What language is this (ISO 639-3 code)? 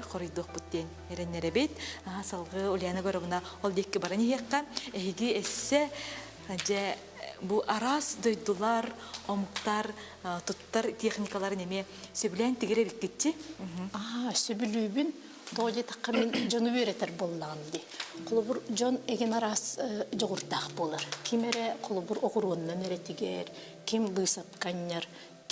sah